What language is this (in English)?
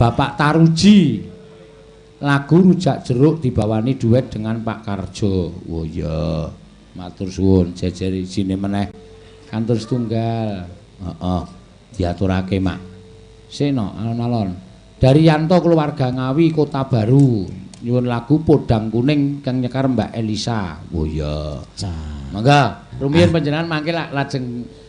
Javanese